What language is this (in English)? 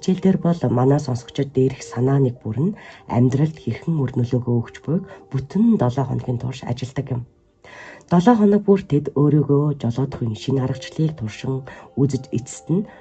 Mongolian